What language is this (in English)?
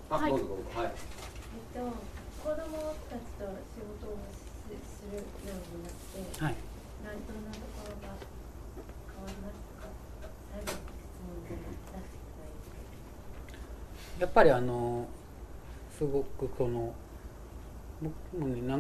Japanese